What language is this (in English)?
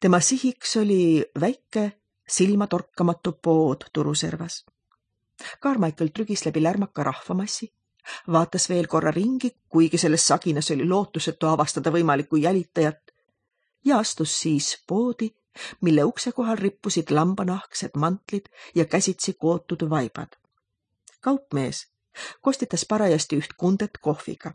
Estonian